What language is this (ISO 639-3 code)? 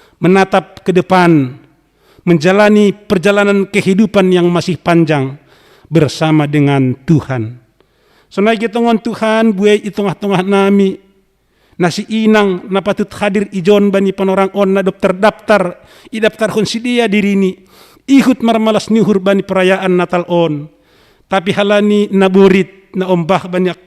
bts